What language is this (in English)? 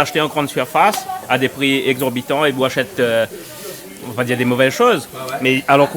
Réunion Creole French